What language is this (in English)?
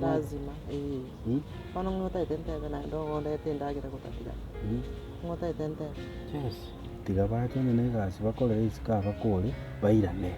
Gusii